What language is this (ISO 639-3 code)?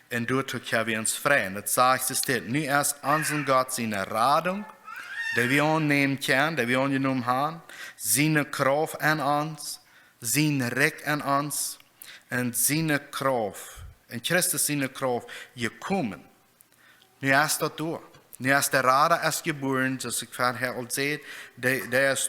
pdt